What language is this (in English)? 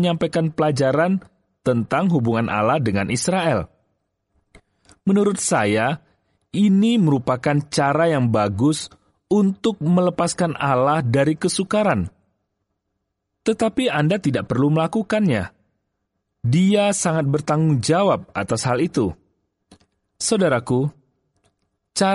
Indonesian